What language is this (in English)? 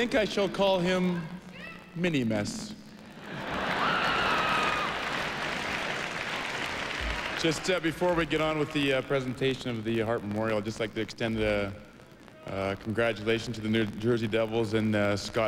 English